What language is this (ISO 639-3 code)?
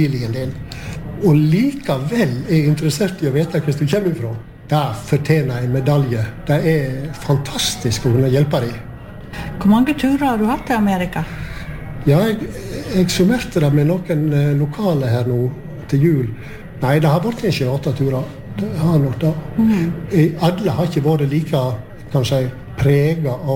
nor